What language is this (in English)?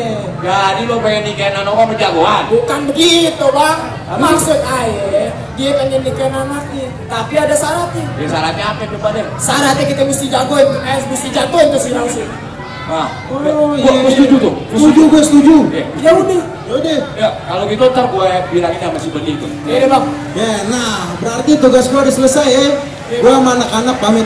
Betawi